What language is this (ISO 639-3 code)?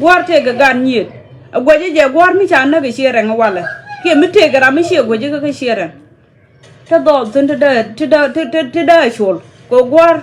nus